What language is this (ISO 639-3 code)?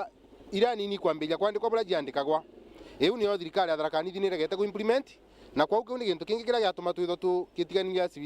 mer